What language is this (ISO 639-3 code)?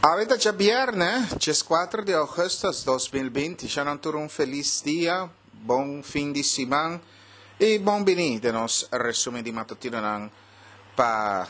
pap